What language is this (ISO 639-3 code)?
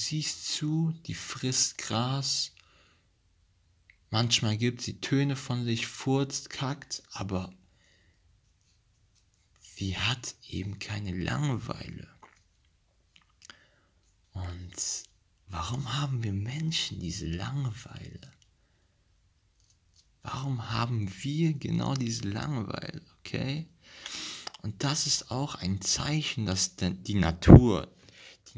deu